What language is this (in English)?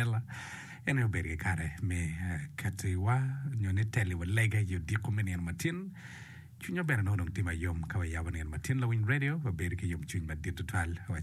Acoli